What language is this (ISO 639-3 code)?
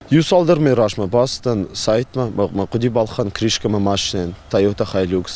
oss